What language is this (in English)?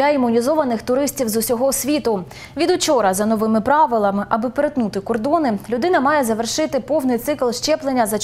Ukrainian